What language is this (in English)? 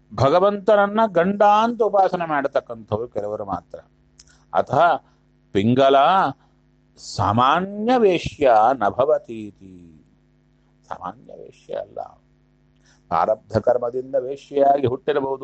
Kannada